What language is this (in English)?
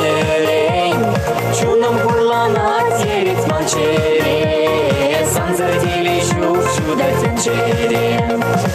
Chuvash